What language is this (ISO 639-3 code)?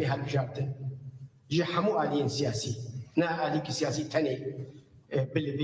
kur